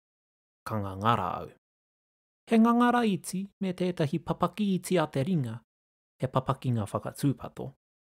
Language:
Māori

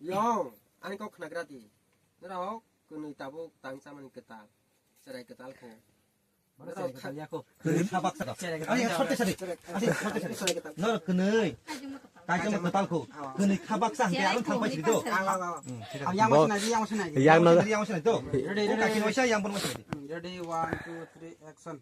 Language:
Kok Borok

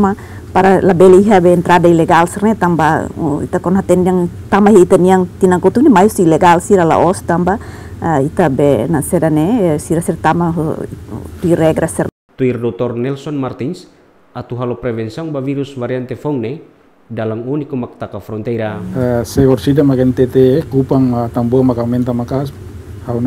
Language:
Tetum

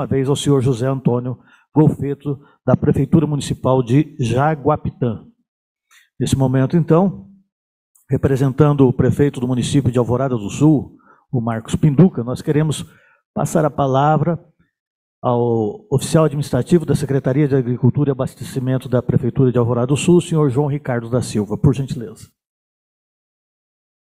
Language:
Portuguese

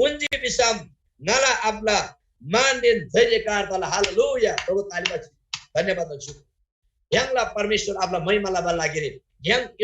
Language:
Eastern Tamang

